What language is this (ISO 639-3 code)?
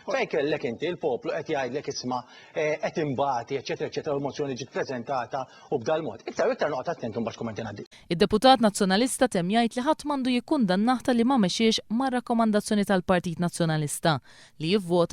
mlt